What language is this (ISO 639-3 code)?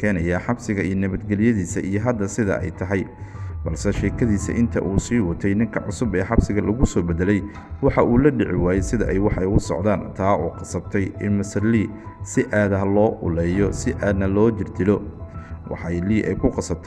som